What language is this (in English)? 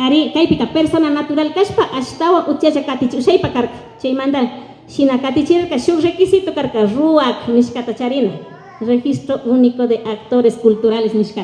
Imbabura Highland Quichua